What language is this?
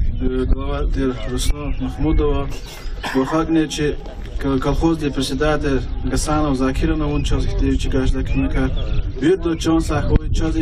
Lezghian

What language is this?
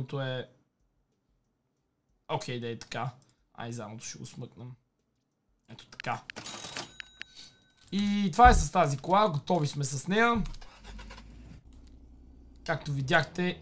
Bulgarian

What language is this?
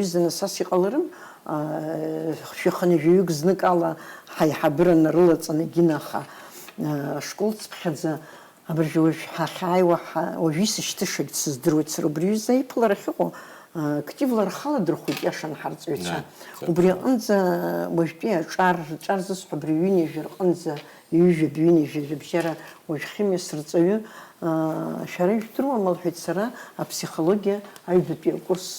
Abkhazian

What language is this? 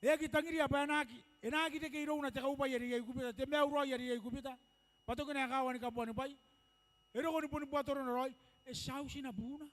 Gilbertese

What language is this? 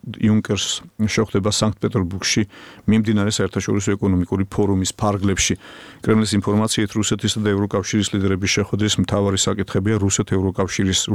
Georgian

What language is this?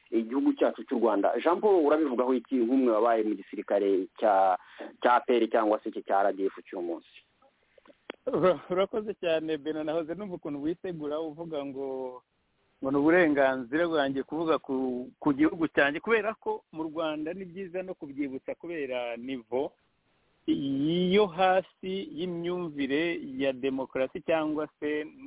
Kinyarwanda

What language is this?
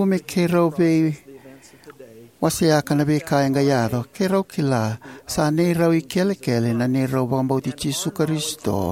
Fijian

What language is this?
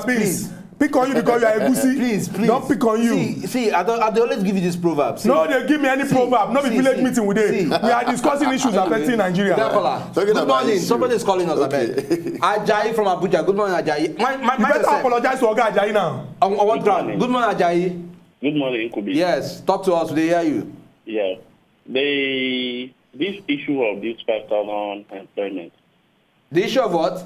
Nigerian Pidgin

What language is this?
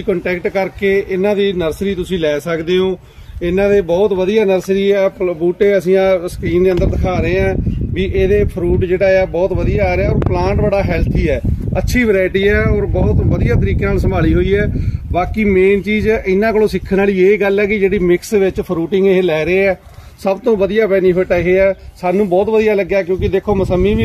Punjabi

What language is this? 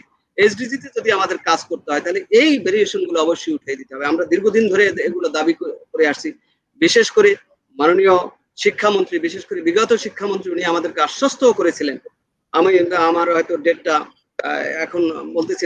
Bangla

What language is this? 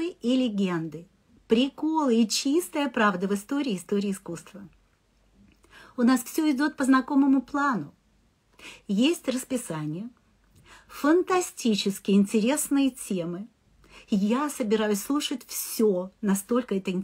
Russian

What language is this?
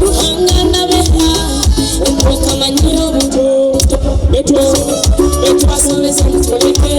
Nyoro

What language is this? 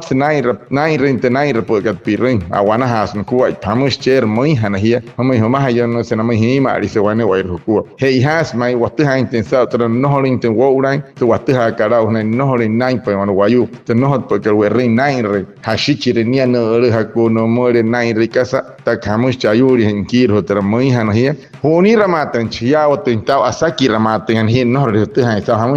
Wayuu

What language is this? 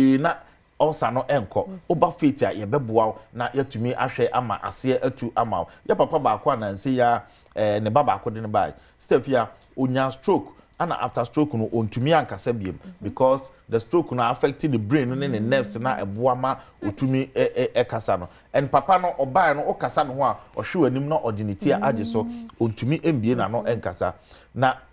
Akan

